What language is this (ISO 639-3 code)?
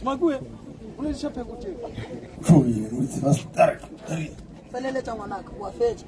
nso